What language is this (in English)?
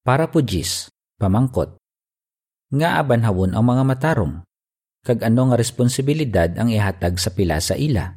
Hiligaynon